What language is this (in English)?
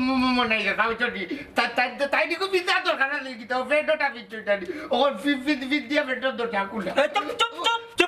Sylheti